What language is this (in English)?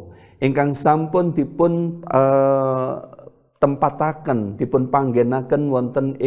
Javanese